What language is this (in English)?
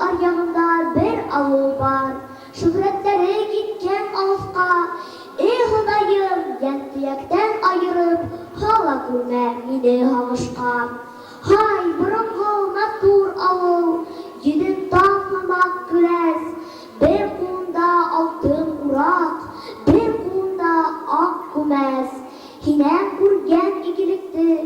Bashkir